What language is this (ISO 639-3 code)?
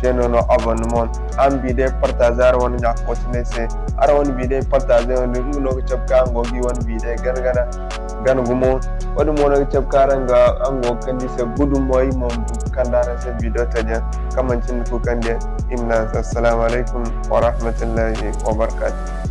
dje